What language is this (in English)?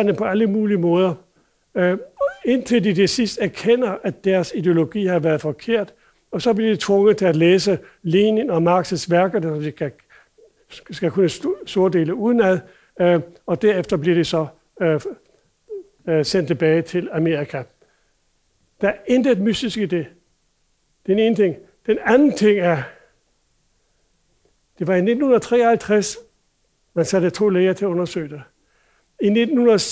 Danish